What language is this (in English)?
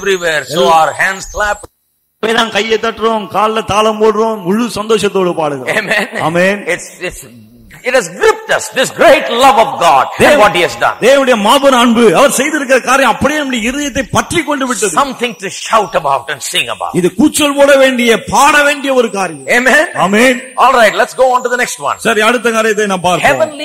Tamil